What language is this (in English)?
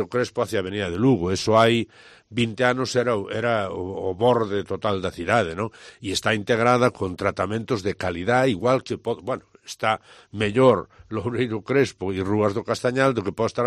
Galician